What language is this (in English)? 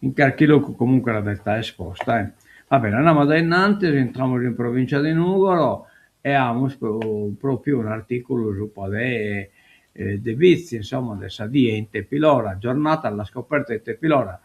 Sardinian